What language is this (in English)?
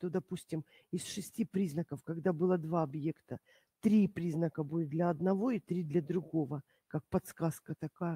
Russian